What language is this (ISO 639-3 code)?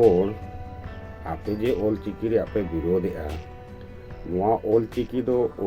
sat